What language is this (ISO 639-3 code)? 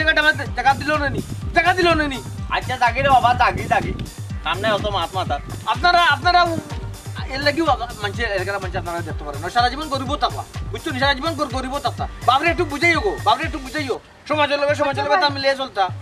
syl